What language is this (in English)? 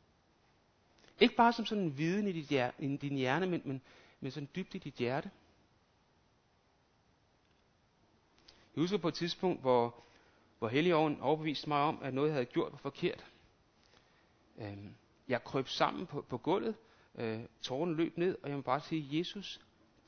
Danish